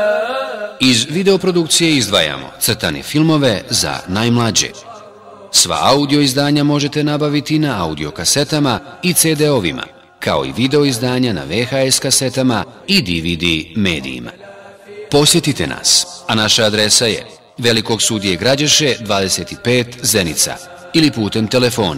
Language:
Bosnian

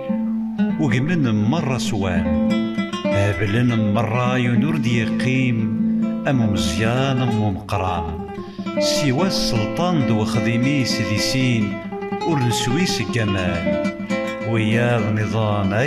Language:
Kabyle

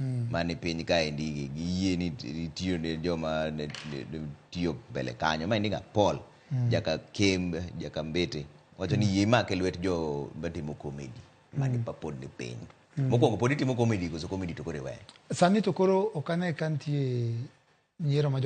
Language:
Luo (Kenya and Tanzania)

